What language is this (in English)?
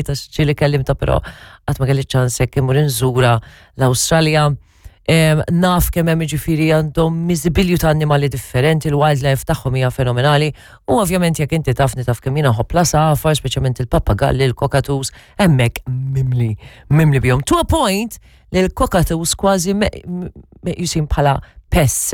Maltese